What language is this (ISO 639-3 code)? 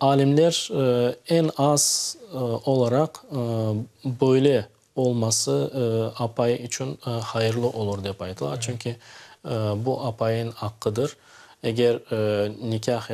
crh